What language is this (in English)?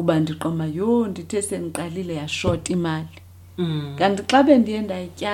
Xhosa